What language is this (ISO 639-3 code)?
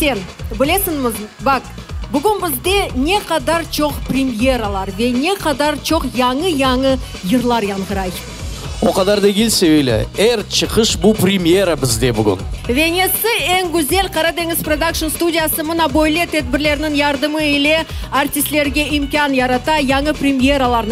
crh